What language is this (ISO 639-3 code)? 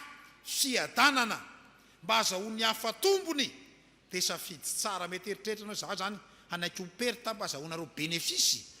mlg